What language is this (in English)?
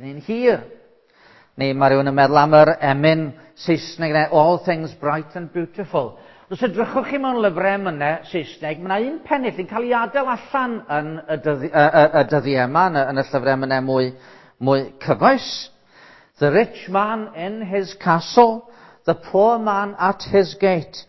Welsh